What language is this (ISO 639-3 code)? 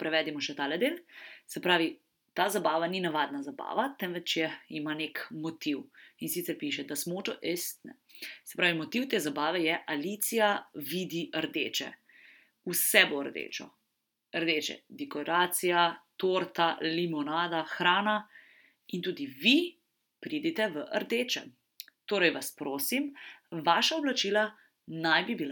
slv